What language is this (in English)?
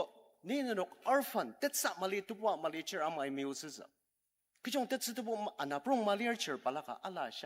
Ao Naga